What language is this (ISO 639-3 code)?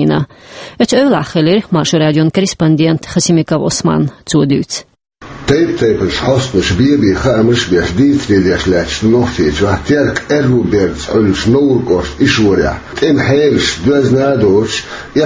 che